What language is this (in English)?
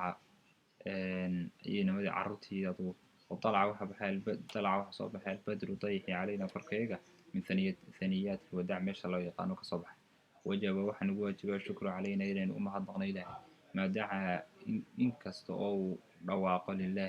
Somali